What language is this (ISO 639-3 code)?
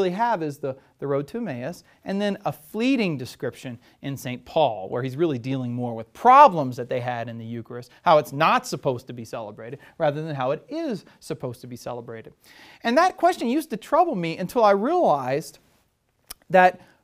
eng